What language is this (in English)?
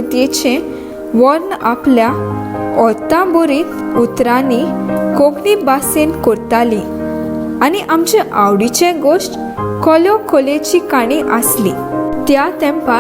Konkani